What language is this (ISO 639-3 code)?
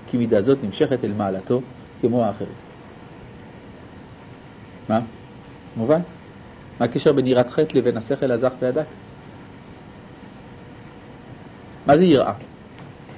heb